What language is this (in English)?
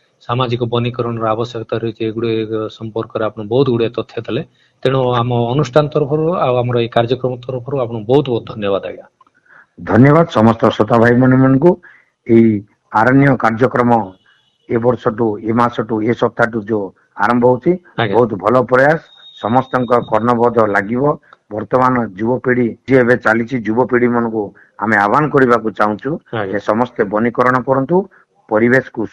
Odia